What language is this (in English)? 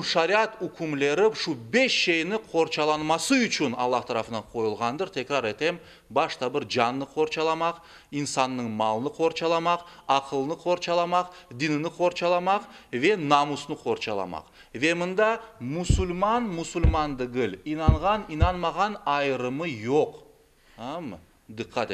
Crimean Tatar